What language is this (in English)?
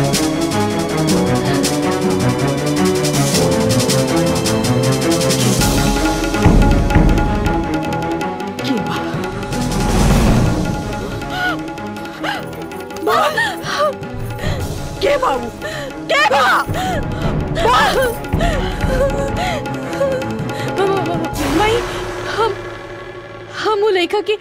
Bhojpuri